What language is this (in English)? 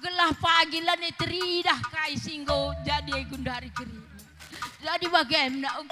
Batak Karo